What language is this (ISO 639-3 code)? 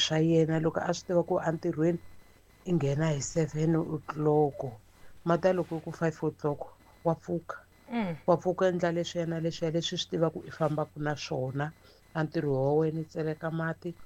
tso